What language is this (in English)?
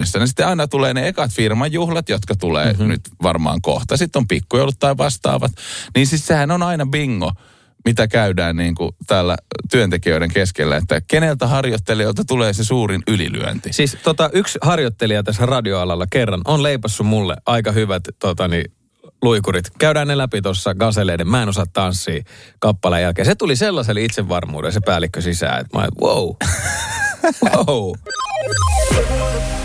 Finnish